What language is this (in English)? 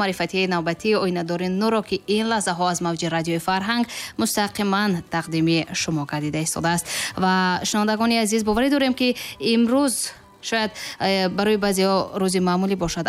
Tajik